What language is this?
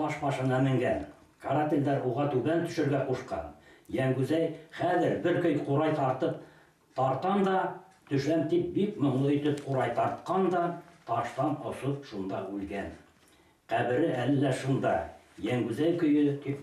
Bashkir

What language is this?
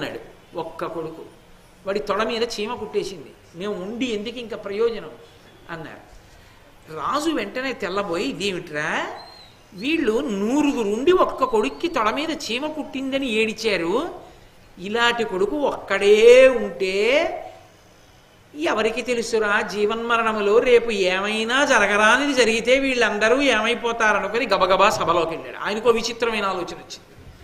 Telugu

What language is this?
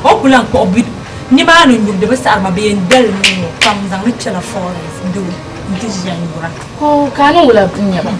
Dagbani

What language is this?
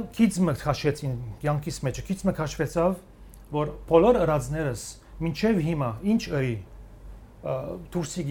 Western Armenian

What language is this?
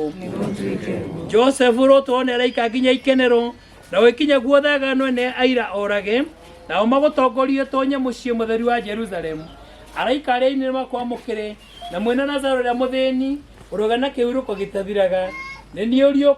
Kikuyu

